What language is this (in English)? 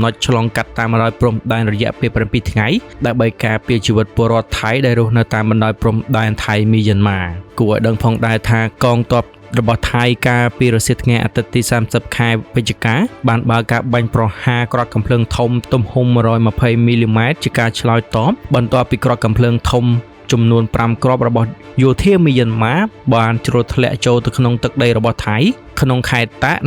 Khmer